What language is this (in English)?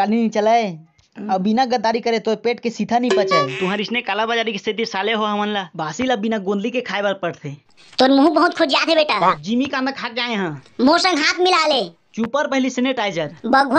Chhattisgarhi